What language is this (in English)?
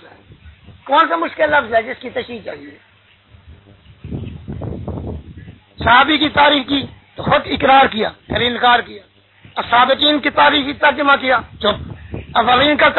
Urdu